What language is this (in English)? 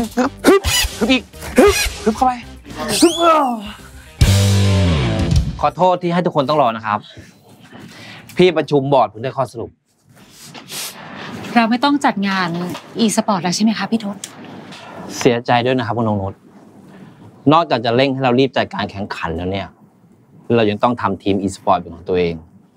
Thai